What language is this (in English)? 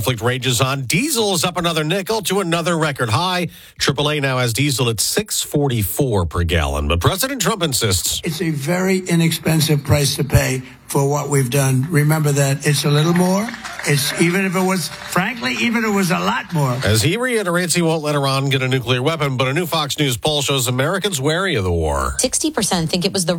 English